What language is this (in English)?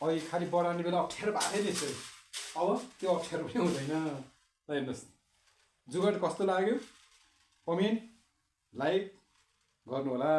Nepali